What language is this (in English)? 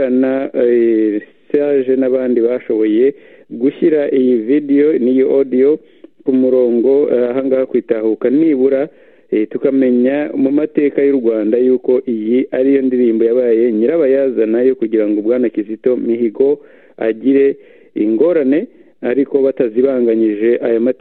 Kinyarwanda